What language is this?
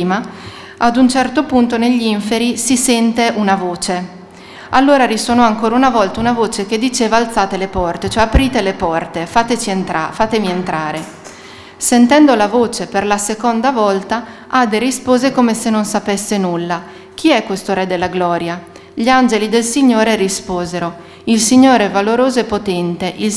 Italian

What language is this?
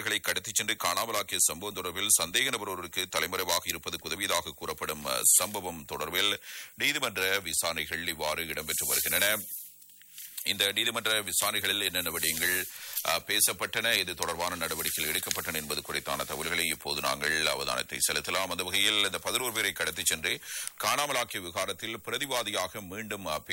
Tamil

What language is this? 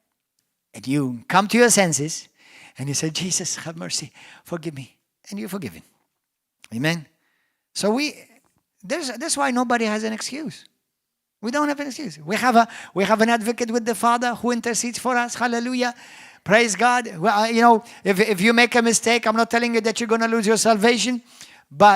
English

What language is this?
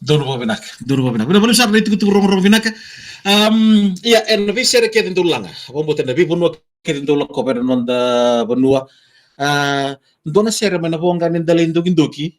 Fijian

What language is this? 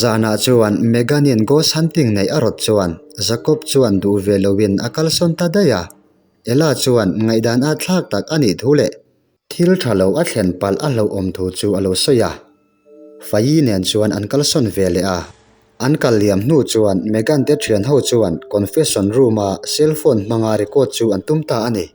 Mizo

